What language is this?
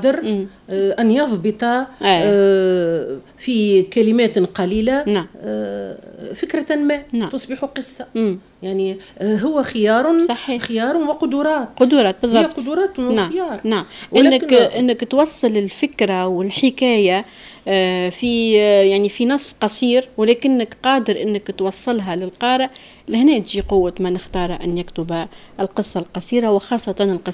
Tunisian Arabic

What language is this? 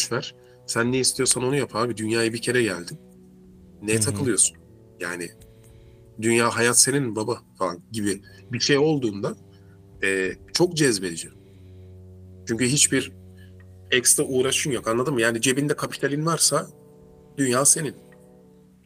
Turkish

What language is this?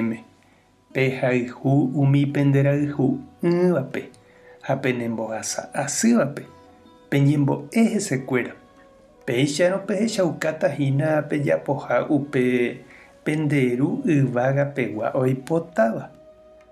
Guarani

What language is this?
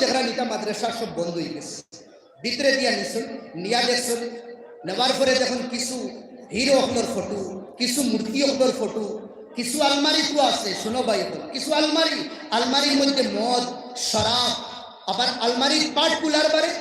Sylheti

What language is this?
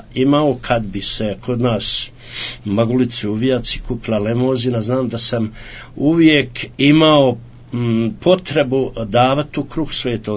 Croatian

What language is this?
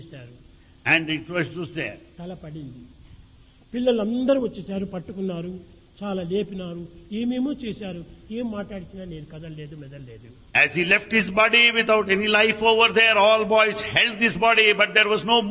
Telugu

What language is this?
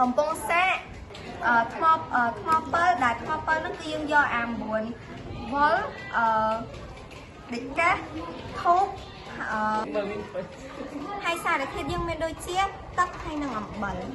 Khmer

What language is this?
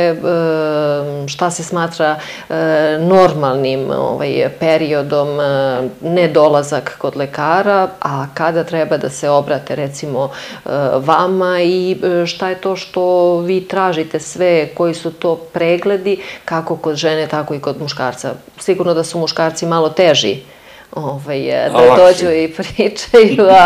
Serbian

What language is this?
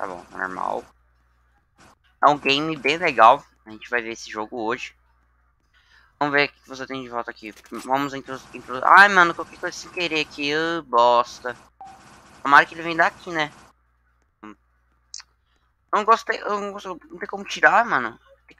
Portuguese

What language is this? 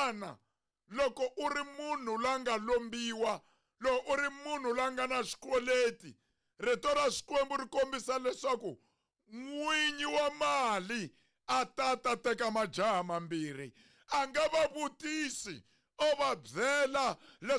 Tsonga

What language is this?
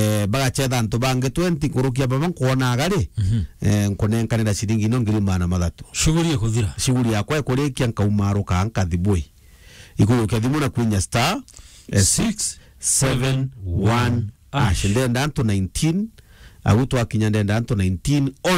Meru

